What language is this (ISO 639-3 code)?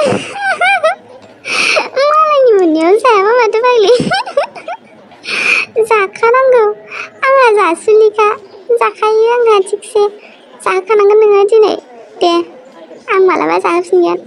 brx